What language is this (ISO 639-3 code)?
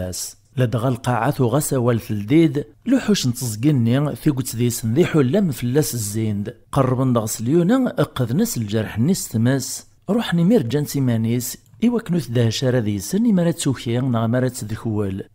kab